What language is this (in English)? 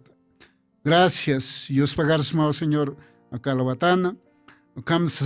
Aymara